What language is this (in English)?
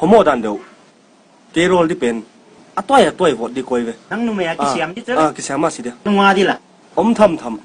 Tedim Chin